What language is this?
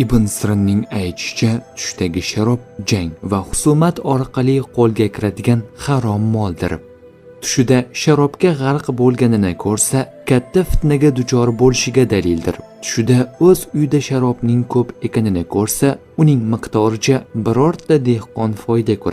Uzbek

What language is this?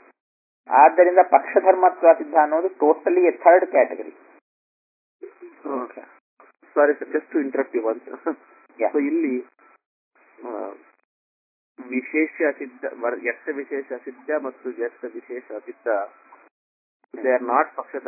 Kannada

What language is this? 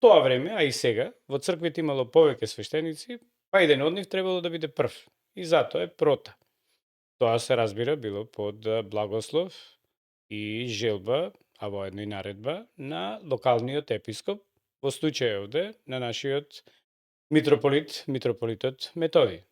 Macedonian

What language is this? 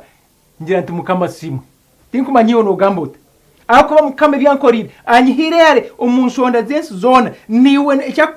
Nyankole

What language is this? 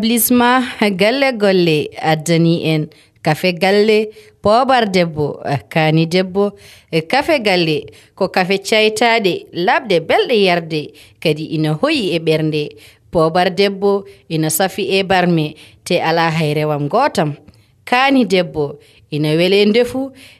Fula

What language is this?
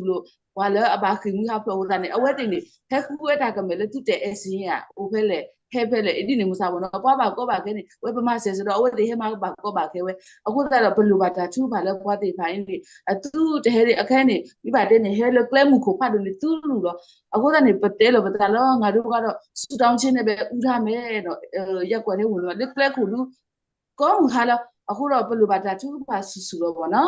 S'gaw Karen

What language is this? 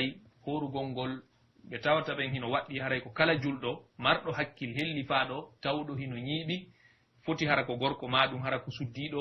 Pular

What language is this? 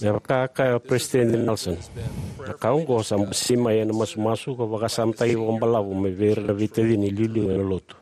Fijian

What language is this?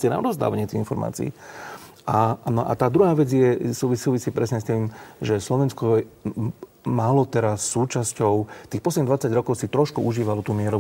Slovak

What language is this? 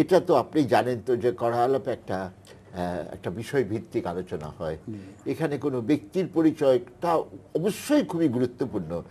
Bangla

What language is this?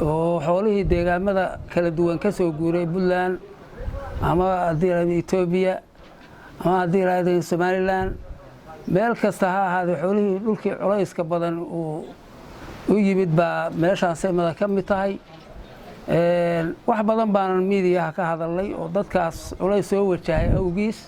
Somali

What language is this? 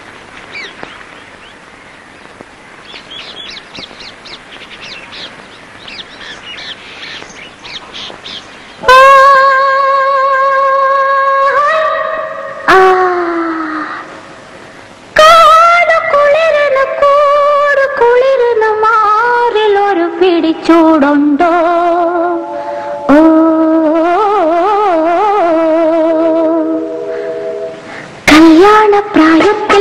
Malayalam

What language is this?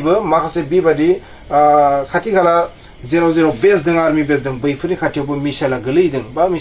Bodo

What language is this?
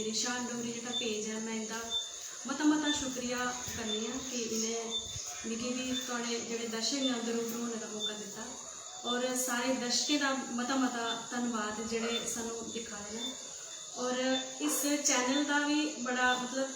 Dogri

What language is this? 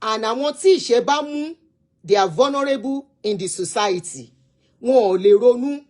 Yoruba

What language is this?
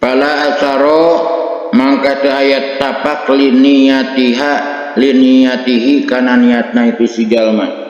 Sundanese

